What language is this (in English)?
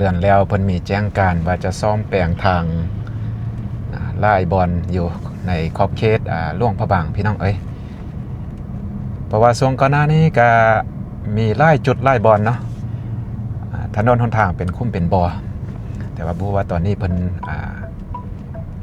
Lao